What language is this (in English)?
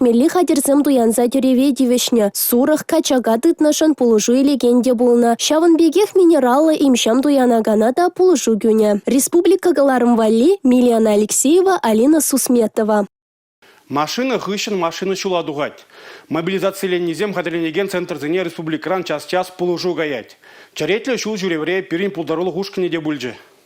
Chuvash